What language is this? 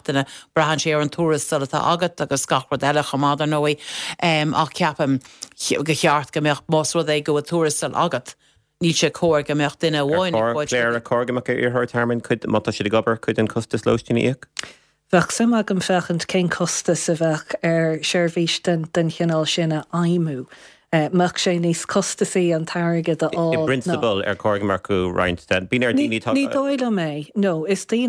Irish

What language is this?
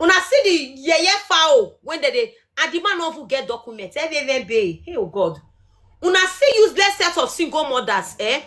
Nigerian Pidgin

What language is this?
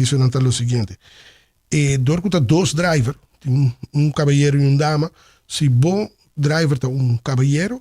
Papiamento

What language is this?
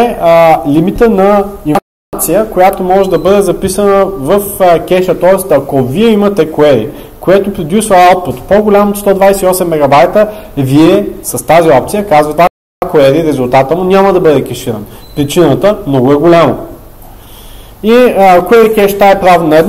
Bulgarian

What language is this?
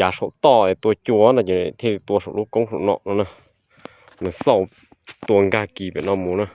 Hmong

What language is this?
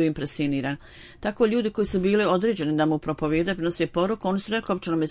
Bosnian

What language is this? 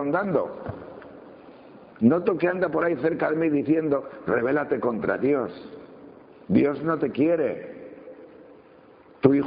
Spanish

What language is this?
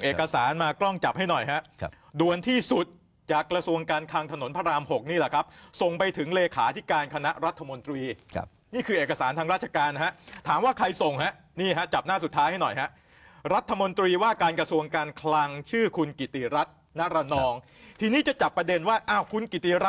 Thai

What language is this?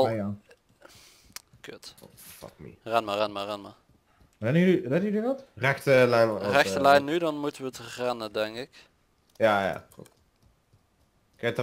Dutch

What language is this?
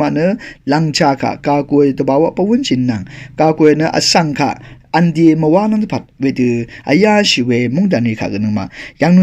Rawang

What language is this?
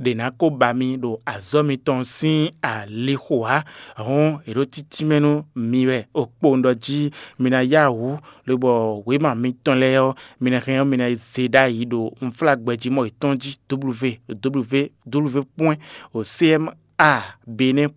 Fon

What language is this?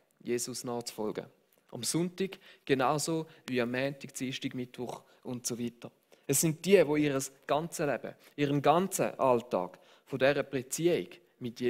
Swiss German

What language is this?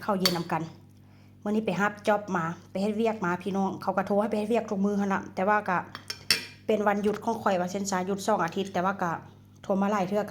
Northeastern Thai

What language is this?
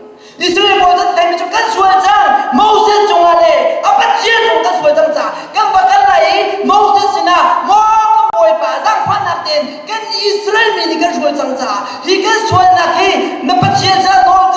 Hakha Chin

